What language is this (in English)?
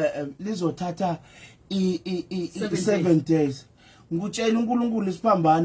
Zulu